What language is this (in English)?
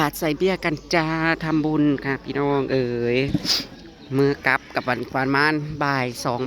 Northeastern Thai